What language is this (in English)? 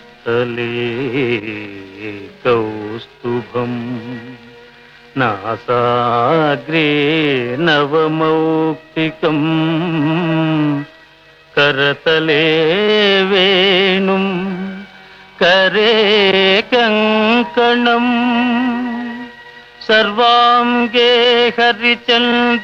Telugu